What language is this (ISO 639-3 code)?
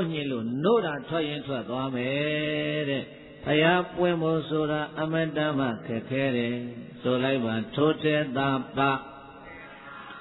mya